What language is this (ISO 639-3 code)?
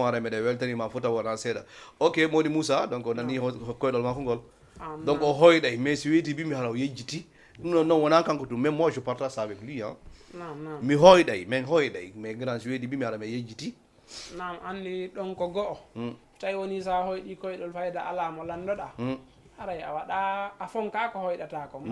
ful